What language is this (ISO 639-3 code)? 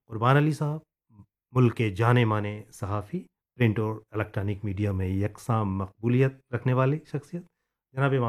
urd